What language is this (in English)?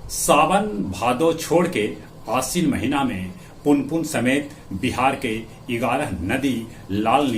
Magahi